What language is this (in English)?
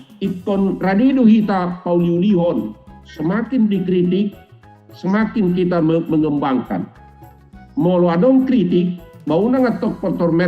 Batak Toba